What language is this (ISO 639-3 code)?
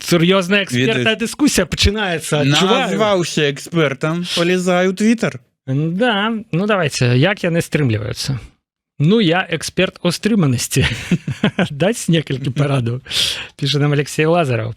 bel